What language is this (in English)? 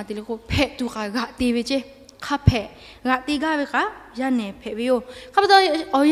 Lahu